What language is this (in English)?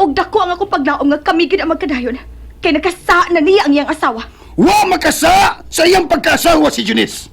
Cebuano